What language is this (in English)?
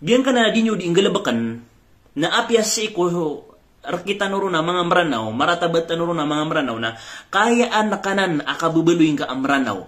Maranao